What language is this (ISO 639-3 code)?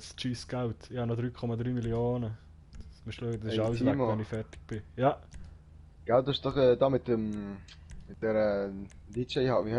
gsw